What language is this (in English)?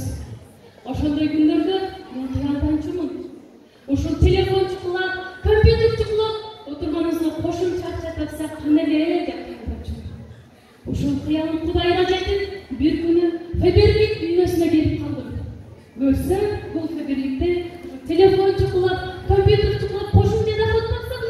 Kyrgyz